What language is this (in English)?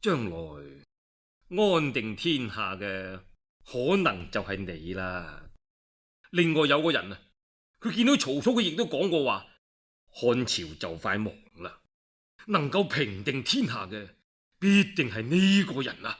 Cantonese